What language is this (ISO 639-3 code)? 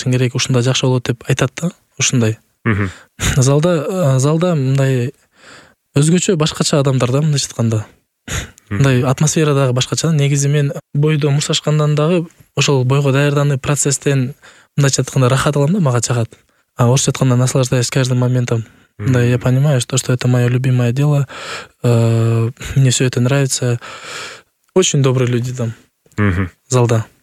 kir